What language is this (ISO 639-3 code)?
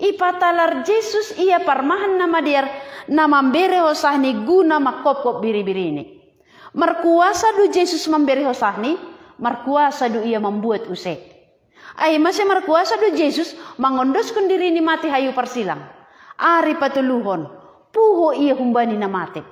bts